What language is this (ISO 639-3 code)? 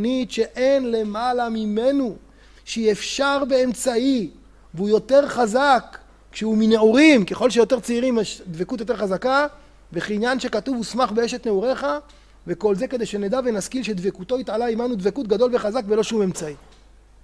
heb